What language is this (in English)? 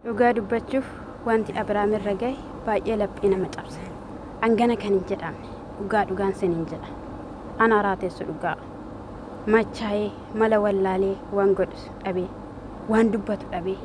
Oromo